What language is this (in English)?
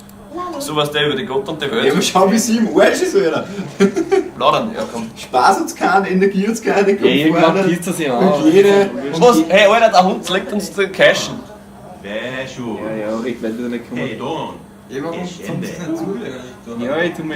Bavarian